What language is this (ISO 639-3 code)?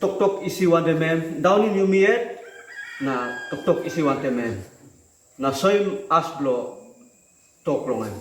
tpi